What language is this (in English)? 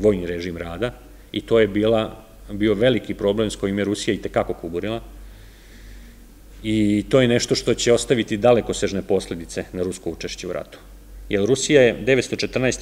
Serbian